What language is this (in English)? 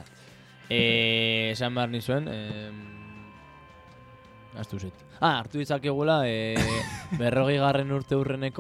Basque